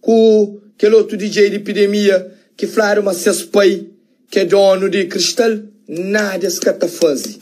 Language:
Kabuverdianu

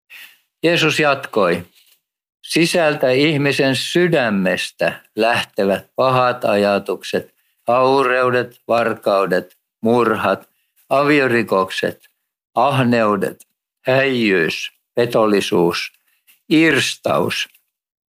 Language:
Finnish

